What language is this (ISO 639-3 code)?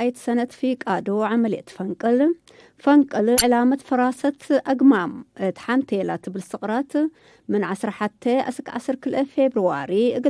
tig